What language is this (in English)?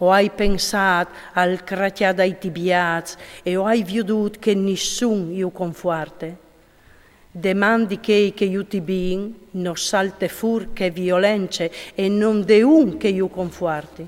Friulian